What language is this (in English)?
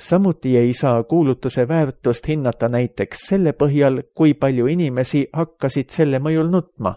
Estonian